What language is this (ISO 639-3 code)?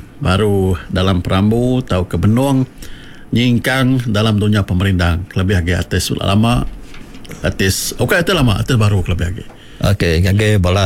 iba